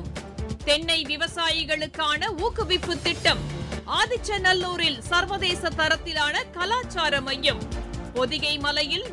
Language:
Tamil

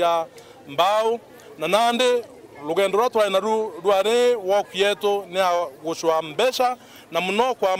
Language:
Meru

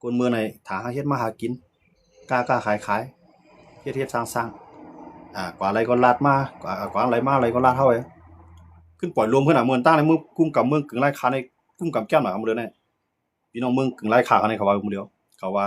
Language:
Shan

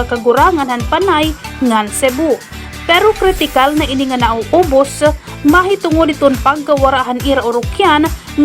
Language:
Waray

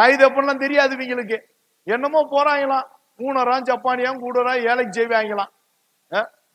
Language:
Tamil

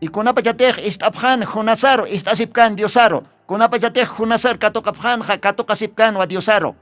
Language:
Aymara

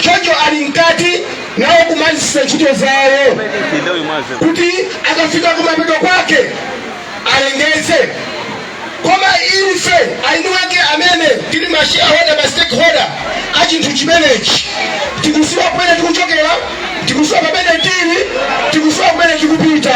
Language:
Nyanja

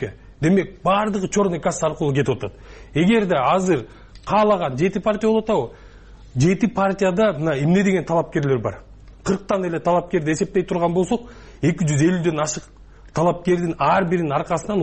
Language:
Kyrgyz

